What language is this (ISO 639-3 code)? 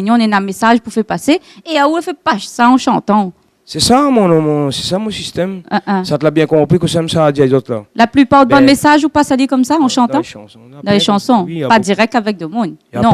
rcf